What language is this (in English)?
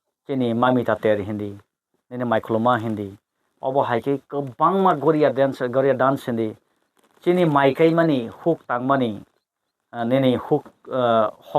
Kok Borok